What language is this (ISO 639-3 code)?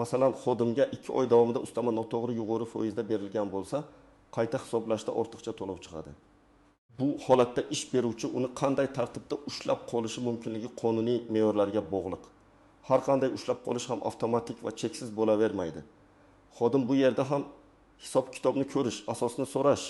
uzb